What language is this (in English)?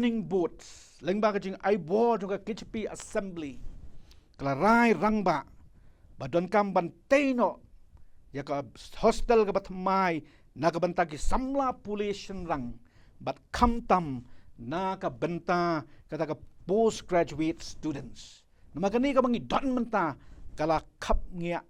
Khasi